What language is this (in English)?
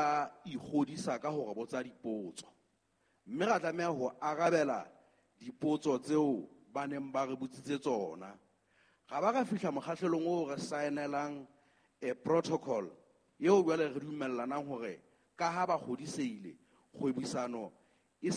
Southern Sotho